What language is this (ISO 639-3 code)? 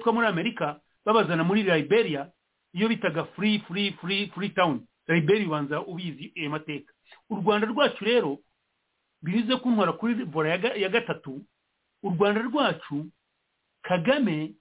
kin